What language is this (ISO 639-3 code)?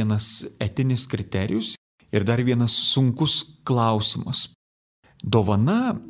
lit